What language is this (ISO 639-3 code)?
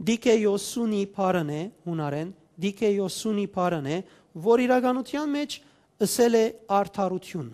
hyw